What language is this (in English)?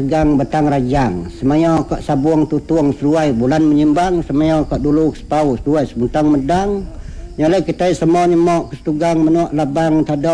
Iban